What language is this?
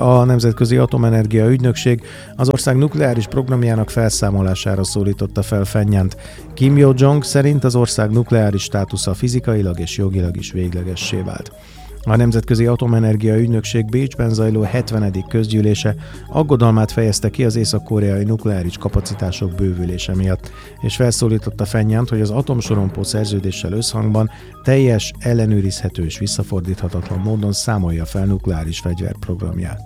Hungarian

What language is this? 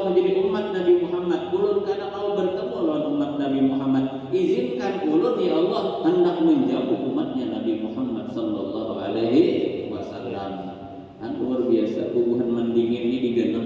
Banjar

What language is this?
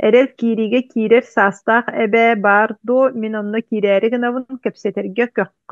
Yakut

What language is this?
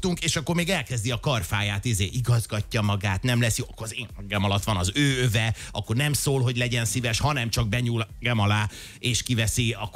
Hungarian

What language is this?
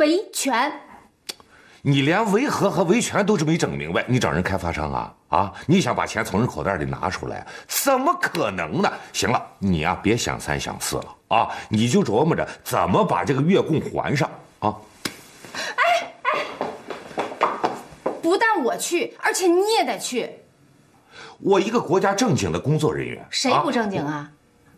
Chinese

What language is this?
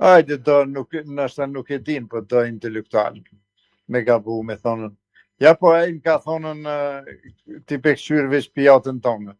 Albanian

